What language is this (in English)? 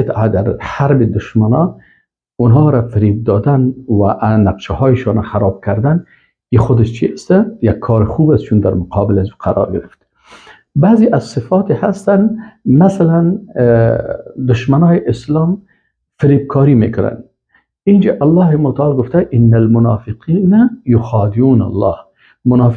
Persian